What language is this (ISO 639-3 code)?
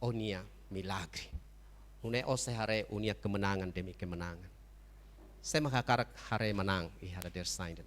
tet